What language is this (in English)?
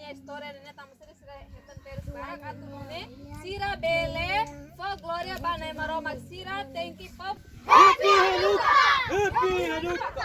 Tetum